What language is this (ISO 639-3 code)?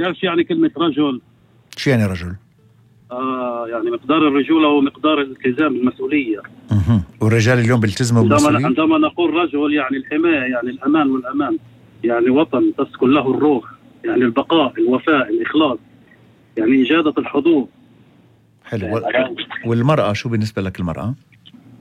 apc